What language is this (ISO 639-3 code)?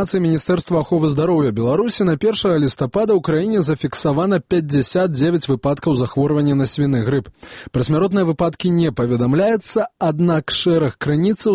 bel